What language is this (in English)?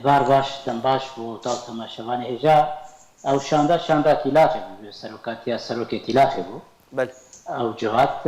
Kurdish